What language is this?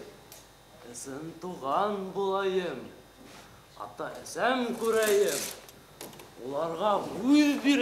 Bashkir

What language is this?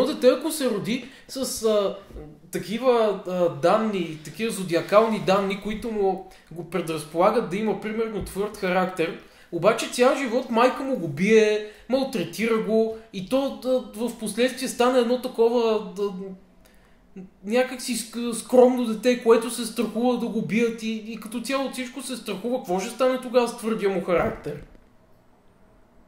Bulgarian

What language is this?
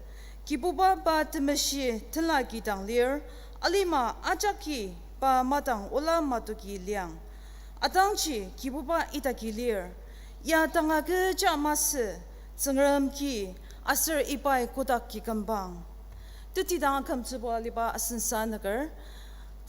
Ao Naga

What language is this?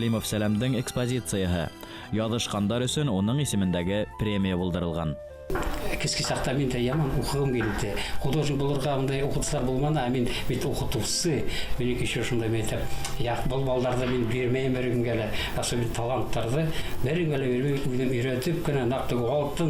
Bashkir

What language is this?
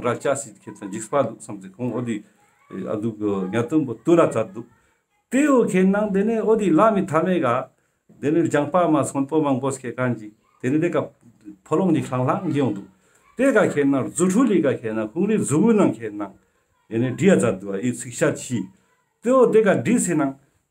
Ladakhi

